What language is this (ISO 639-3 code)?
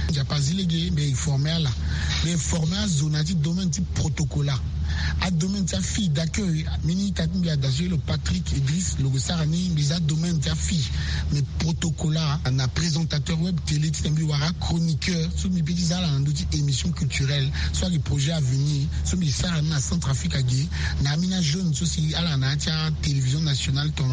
sag